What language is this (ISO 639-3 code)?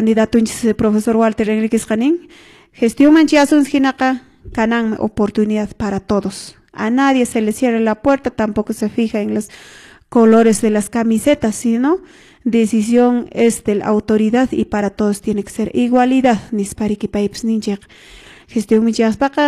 que